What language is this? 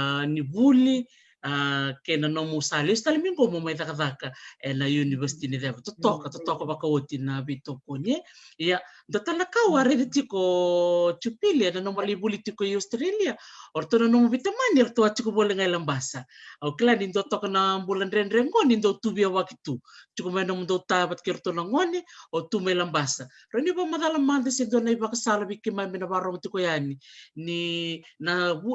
Fijian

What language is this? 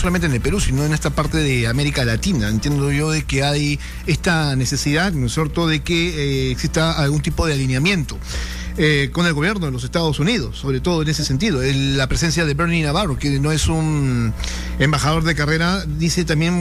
Spanish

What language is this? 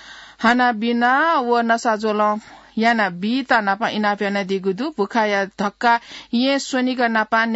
Newari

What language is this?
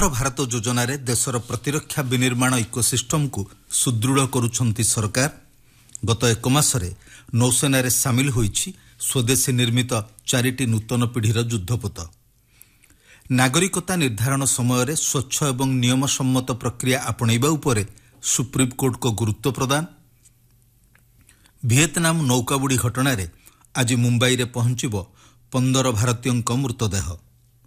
Odia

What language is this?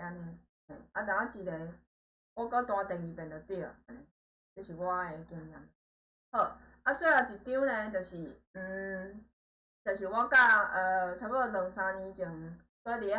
Min Nan Chinese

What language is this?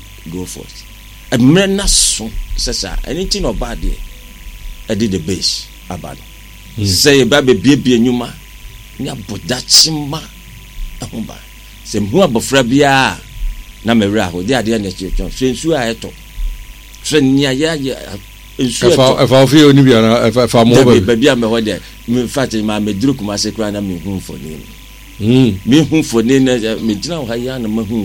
Akan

